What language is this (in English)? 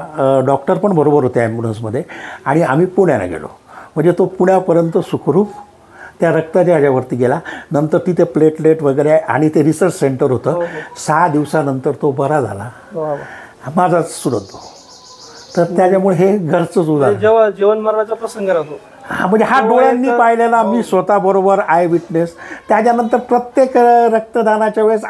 Marathi